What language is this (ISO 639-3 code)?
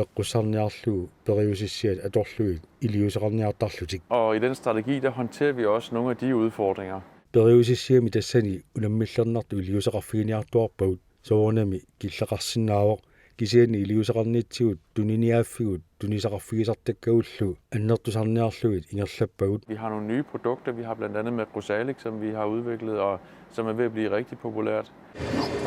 kal